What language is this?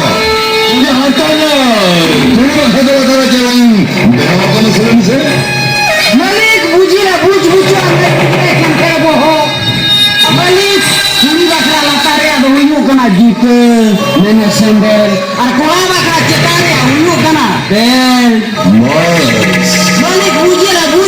Santali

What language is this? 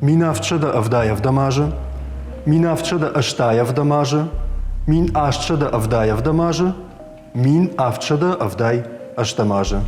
Ossetic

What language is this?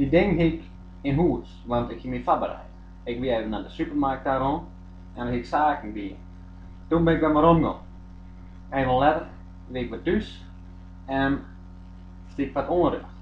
Western Frisian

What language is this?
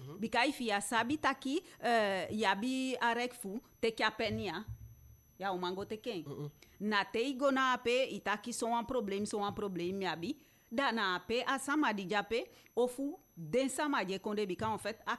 Eastern Maroon Creole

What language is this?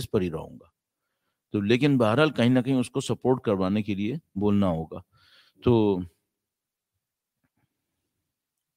Urdu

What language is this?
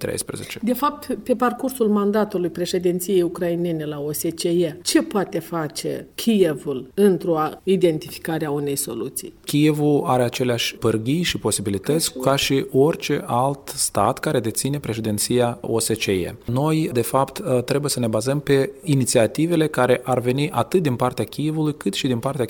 Romanian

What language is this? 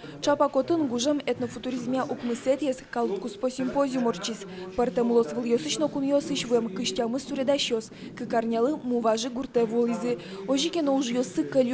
Udmurt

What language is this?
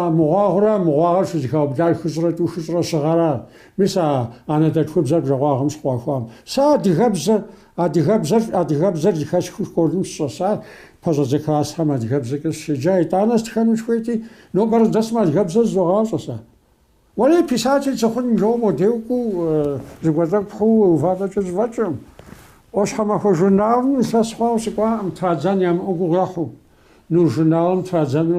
Kabardian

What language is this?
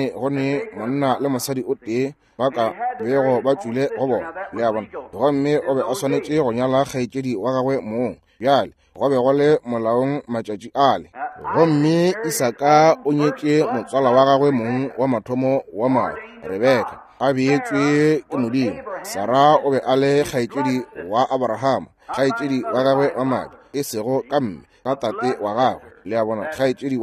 Northern Sotho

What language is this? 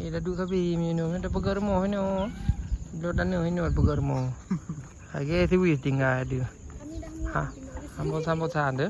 Achinese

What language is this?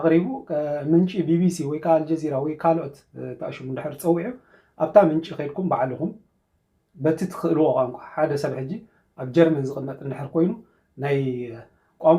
Tigrinya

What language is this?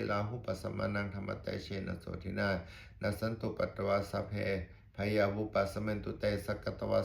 Pali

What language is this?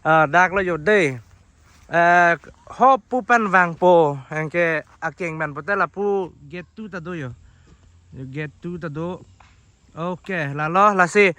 Karbi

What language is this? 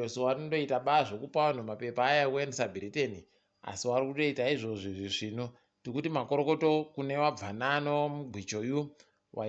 Ndau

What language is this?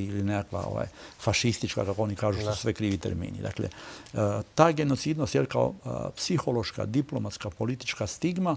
Croatian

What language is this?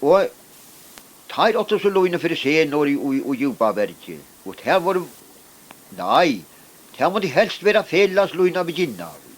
Faroese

